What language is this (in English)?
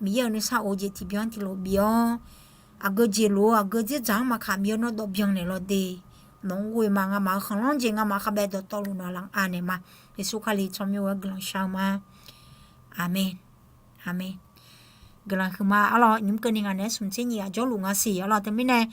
Akha